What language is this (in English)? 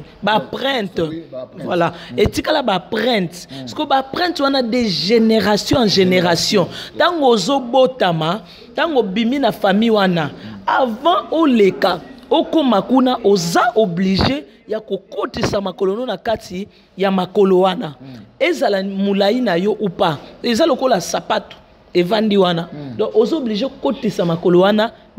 Lingala